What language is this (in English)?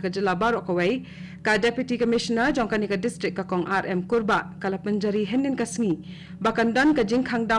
Khasi